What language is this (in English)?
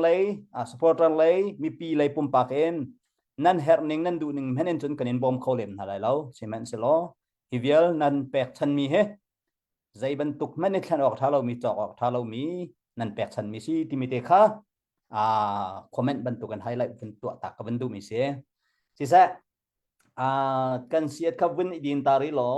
Hakha Chin